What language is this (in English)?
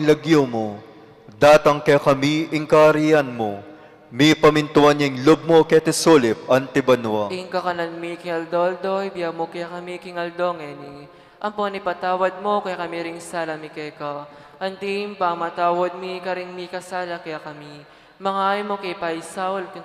Pampanga